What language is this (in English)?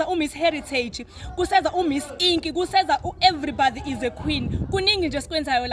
Zulu